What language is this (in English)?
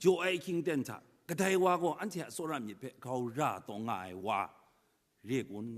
Kachin